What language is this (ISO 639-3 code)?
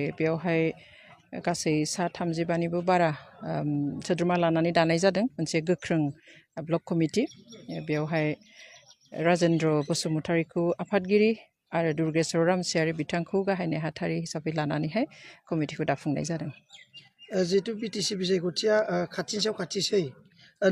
brx